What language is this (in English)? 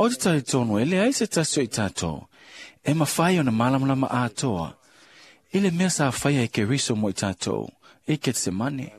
Samoan